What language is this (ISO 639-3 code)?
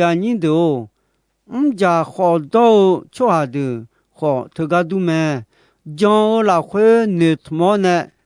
ahk